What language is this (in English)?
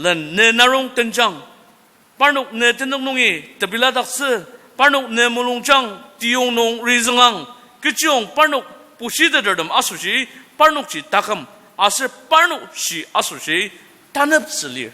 Ao Naga